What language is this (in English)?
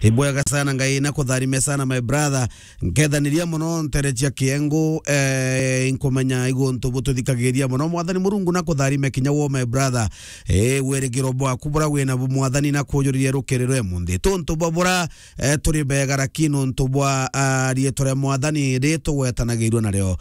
Meru